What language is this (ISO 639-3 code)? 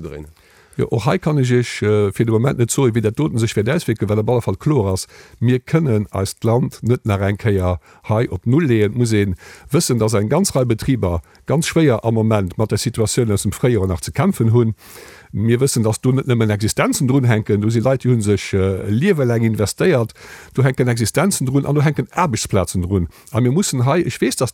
ltz